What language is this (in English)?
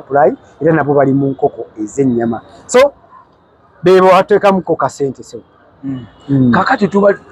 Ganda